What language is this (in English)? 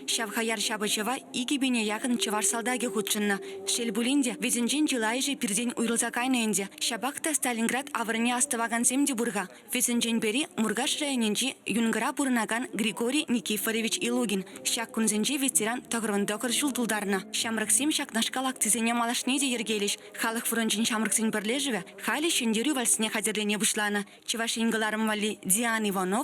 Chuvash